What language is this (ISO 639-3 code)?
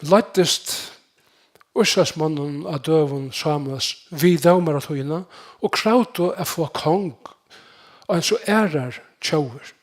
fao